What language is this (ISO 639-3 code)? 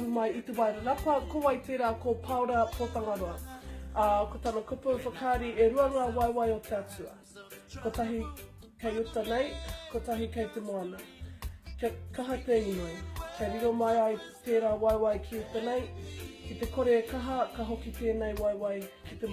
mri